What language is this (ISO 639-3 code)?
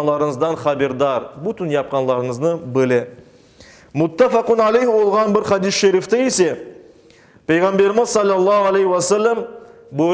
crh